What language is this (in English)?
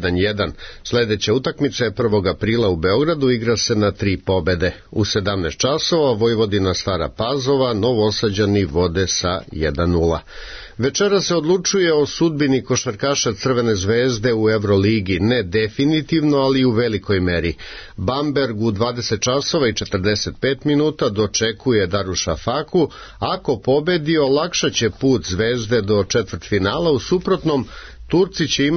Serbian